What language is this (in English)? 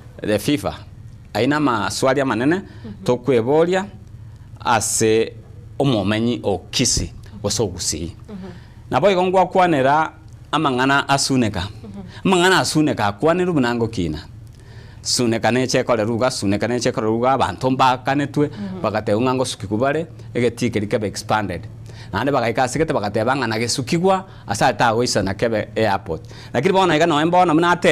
Gusii